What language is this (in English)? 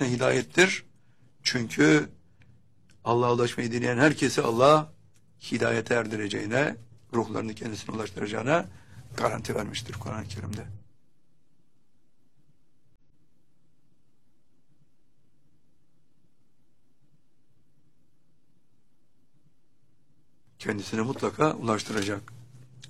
Turkish